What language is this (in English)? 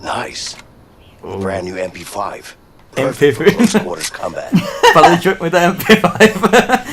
Swiss German